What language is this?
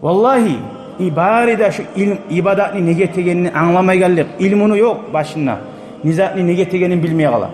Kumyk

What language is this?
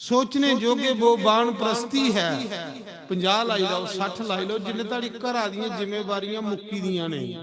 Dogri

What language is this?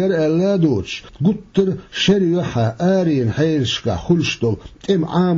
Chechen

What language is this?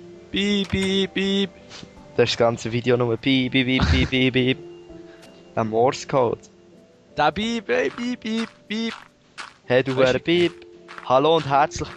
Swiss German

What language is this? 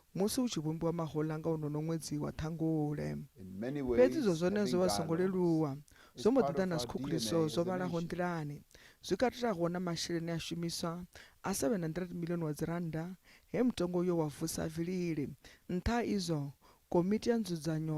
Venda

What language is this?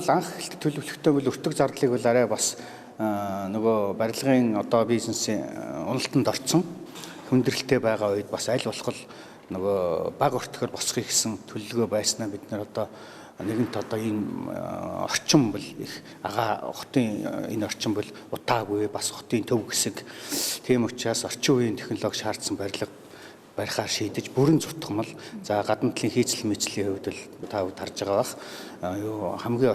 Mongolian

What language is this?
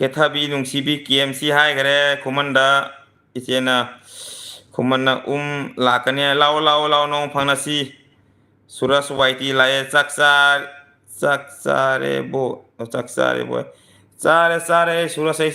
Manipuri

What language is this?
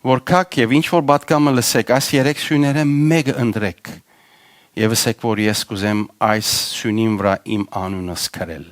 Western Armenian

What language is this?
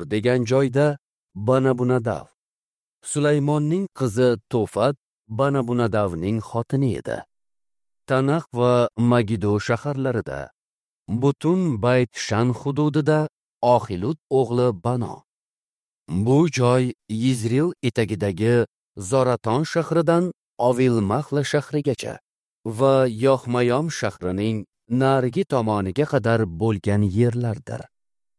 Uzbek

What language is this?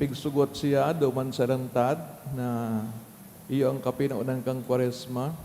Bikol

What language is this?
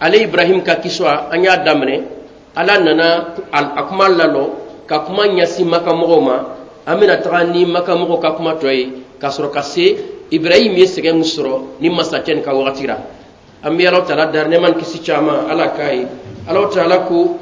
Bambara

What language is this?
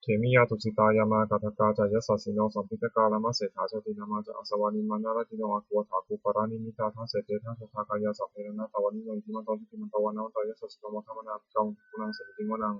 Pali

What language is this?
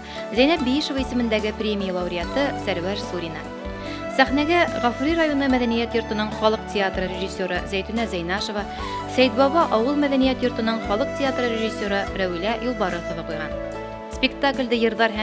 Bashkir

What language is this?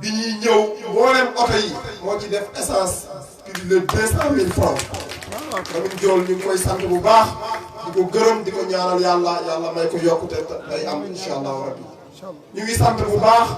Wolof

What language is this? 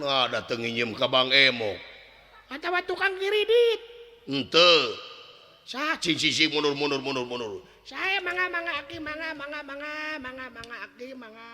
Sundanese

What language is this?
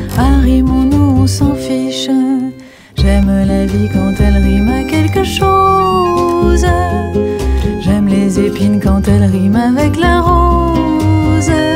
French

